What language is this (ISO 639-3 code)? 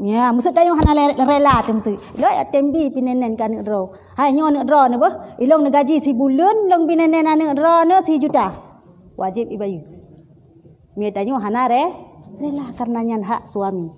ace